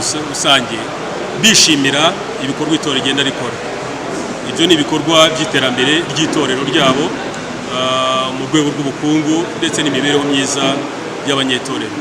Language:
Kinyarwanda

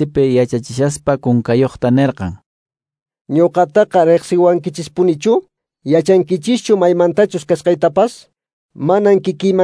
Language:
Quechua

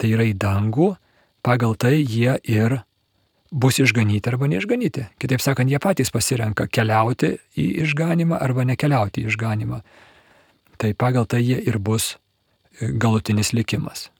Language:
Lithuanian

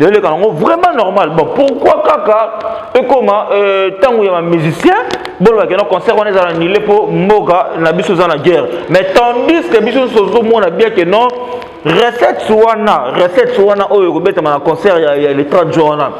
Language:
Lingala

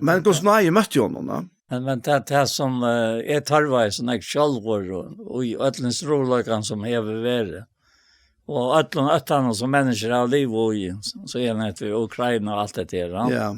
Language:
Faroese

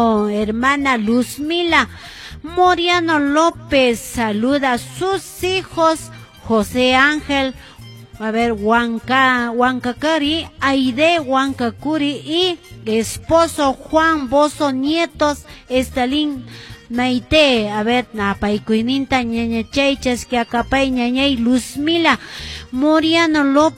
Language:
Quechua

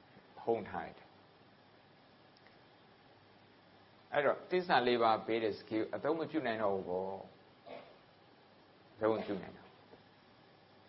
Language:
Burmese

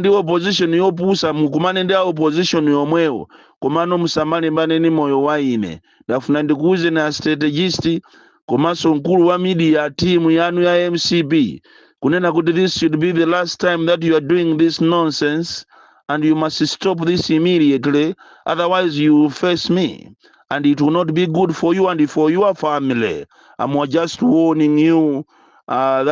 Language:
Nyanja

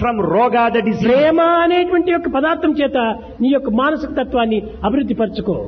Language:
Telugu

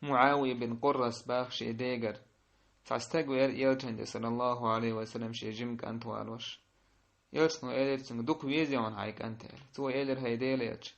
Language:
Chechen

